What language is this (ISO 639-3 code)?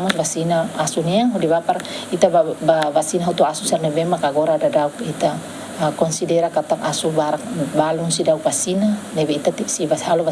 tet